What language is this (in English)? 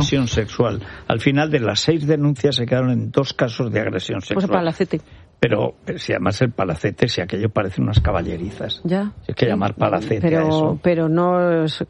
Spanish